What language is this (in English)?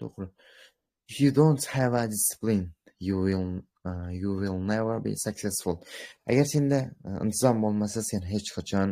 Uzbek